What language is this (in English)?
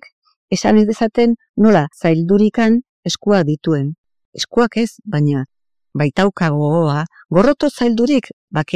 Basque